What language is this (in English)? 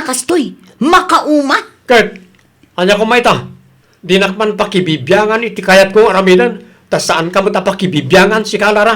Iloko